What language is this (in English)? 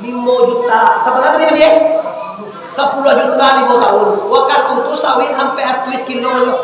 Minangkabau